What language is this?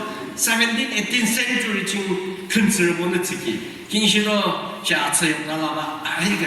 Yimchungru Naga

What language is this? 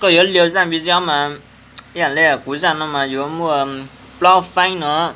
Hmong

